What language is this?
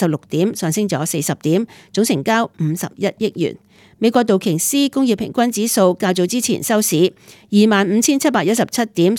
Cantonese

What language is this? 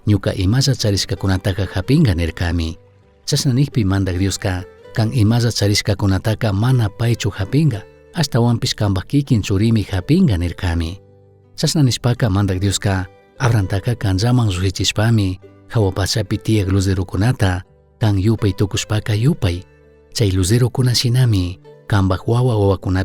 Chimborazo Highland Quichua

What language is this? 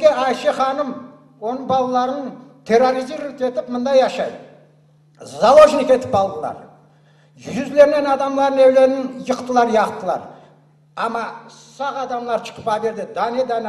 Crimean Tatar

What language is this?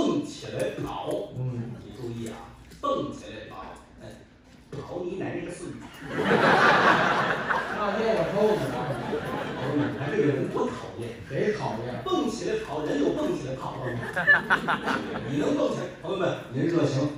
Chinese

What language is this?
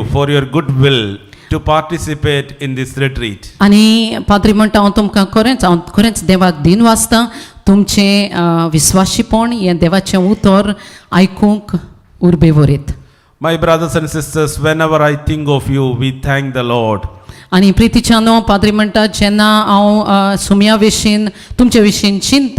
Konkani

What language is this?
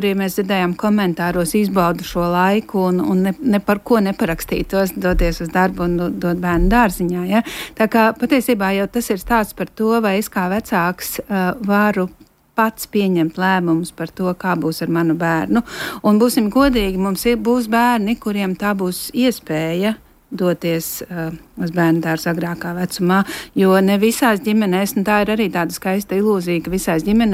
Latvian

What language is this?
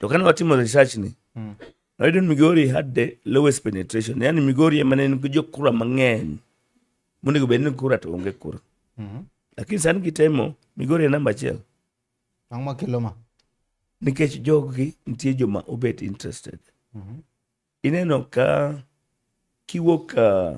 Luo (Kenya and Tanzania)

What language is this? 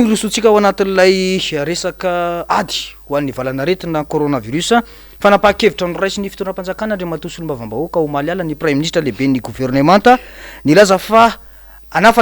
Malagasy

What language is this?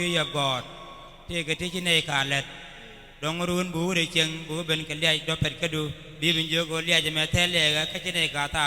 Nuer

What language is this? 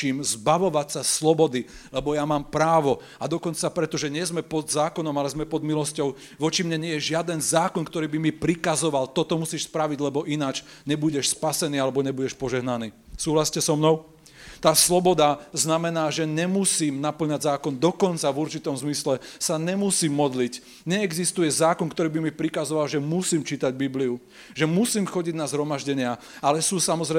Slovak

